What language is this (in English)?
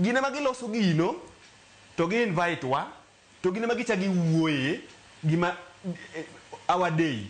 Luo (Kenya and Tanzania)